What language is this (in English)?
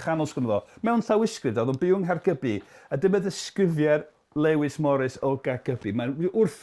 Welsh